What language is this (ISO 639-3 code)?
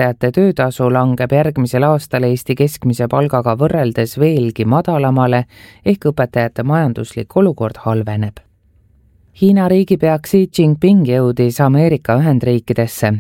est